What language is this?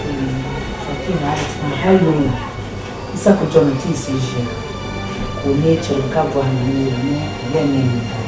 Dagbani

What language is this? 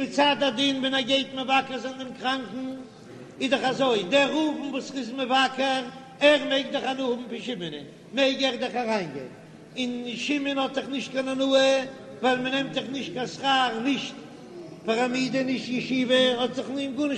Yiddish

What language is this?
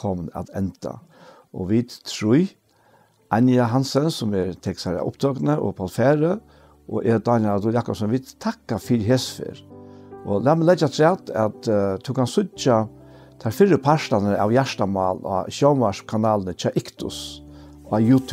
Faroese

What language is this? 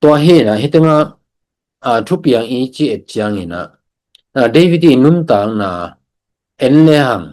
Tedim Chin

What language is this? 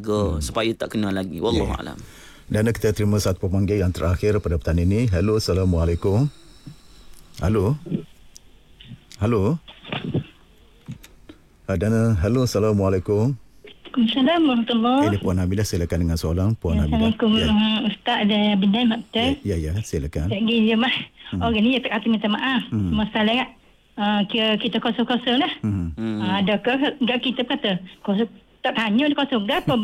Malay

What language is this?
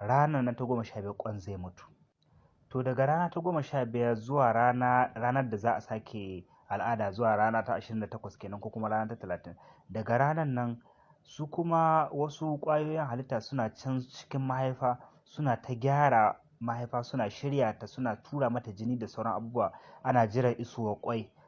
Hausa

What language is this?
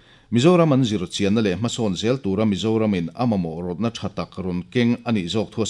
Mizo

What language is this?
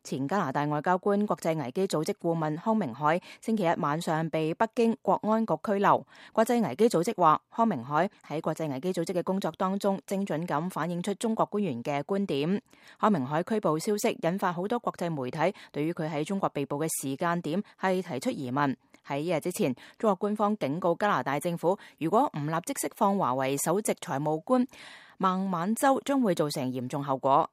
Cantonese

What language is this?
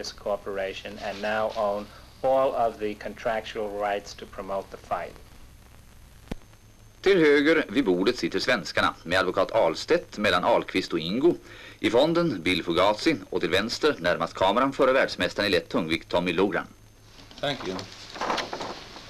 Swedish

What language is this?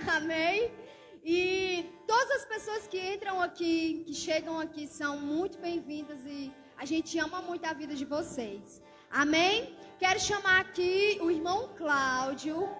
Portuguese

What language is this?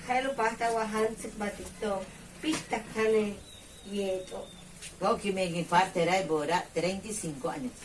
Yucateco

